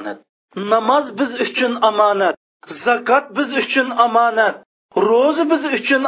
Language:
Uyghur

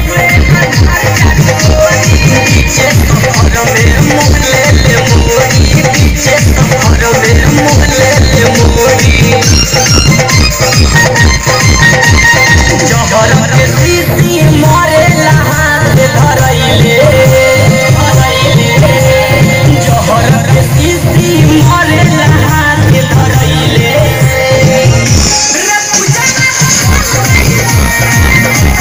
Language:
Bhojpuri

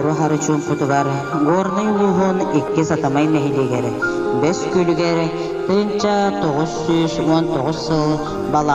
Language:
Yakut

